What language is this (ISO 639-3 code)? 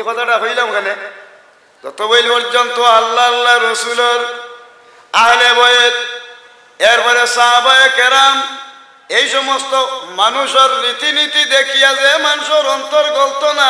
syl